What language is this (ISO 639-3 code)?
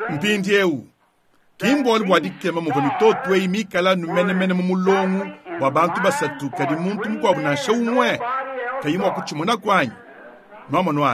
lua